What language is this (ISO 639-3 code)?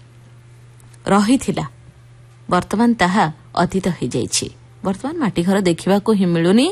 ori